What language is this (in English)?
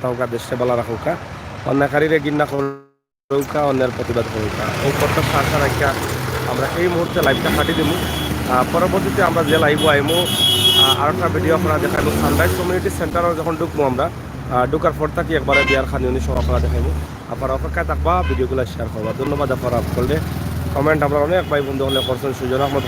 Sylheti